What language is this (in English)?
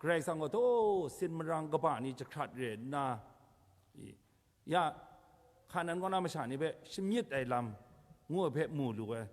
Kachin